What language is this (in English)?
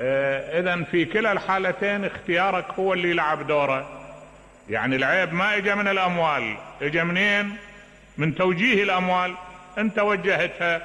Mesopotamian Arabic